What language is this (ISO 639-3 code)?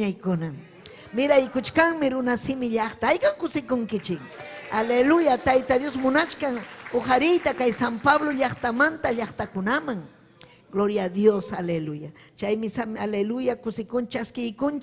quy